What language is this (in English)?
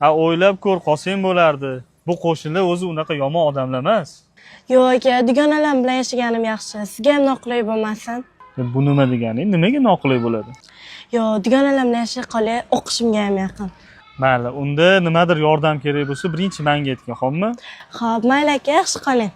Uzbek